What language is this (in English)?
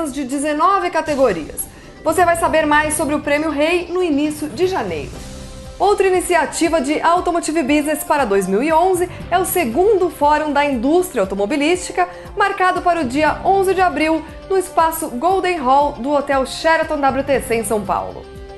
Portuguese